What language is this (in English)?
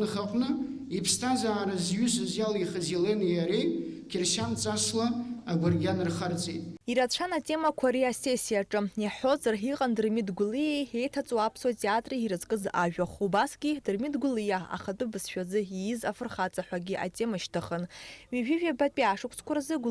Abkhazian